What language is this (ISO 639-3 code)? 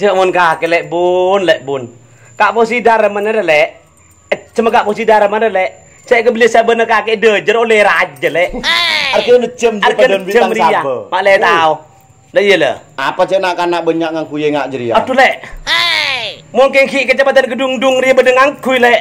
mad